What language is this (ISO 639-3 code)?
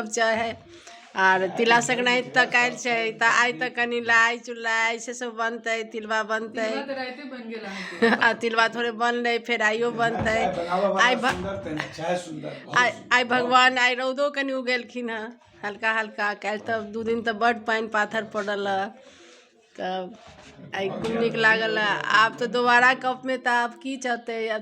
mai